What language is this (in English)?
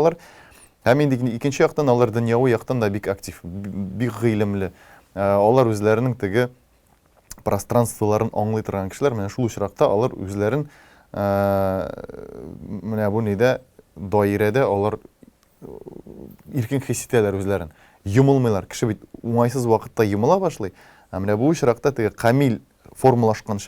Tatar